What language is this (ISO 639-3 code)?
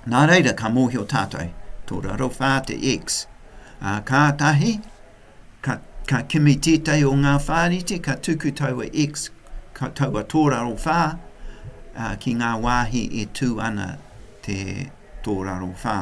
mri